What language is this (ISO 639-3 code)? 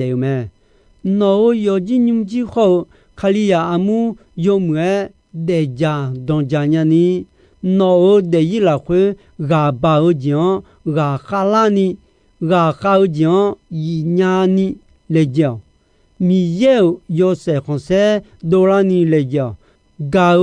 ahk